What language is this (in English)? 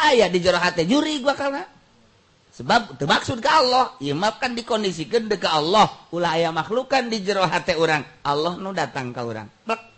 Sundanese